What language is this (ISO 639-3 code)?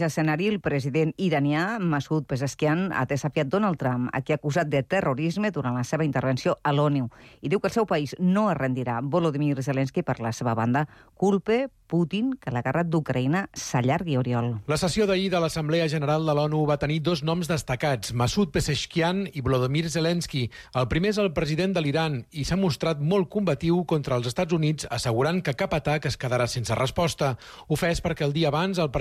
cat